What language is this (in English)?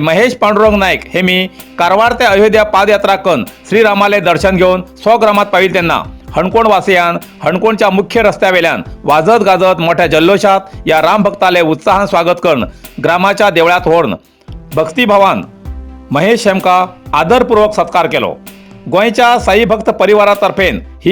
Konkani